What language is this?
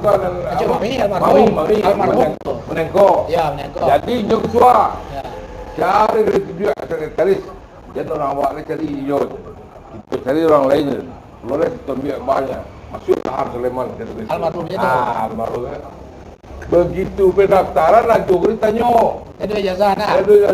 Minangkabau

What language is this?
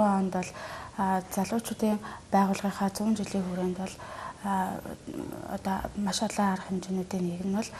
Mongolian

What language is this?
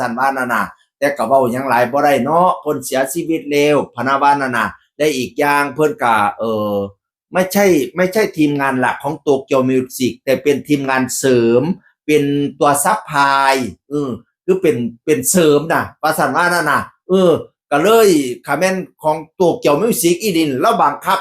Northeastern Thai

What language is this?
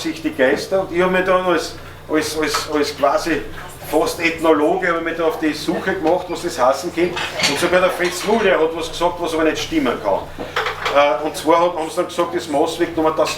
Bavarian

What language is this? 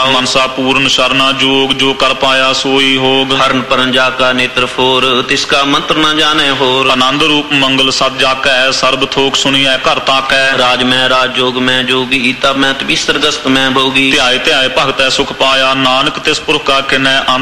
Punjabi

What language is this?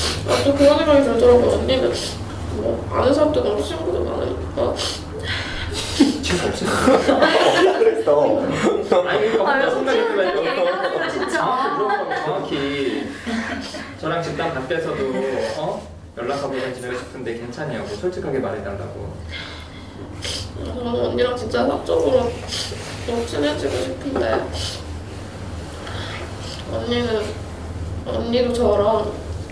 Korean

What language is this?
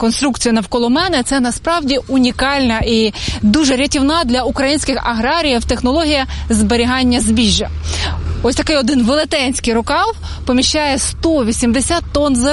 Ukrainian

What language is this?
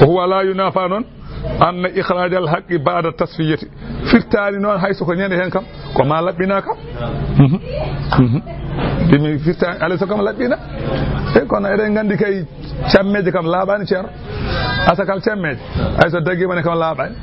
Fula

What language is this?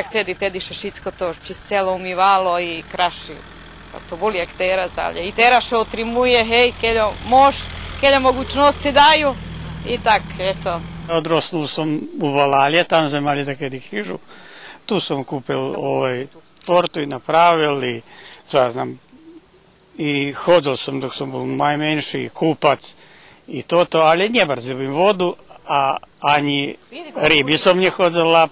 Rusyn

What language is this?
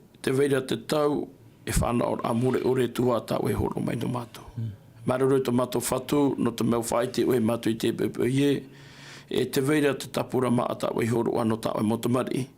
Tahitian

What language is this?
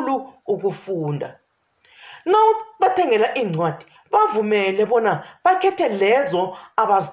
South Ndebele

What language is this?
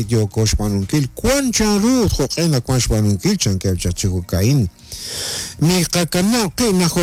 Kekchí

